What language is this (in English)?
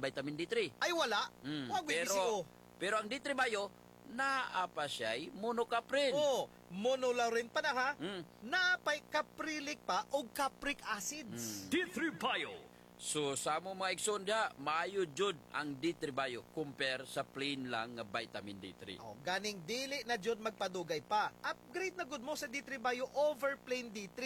Cebuano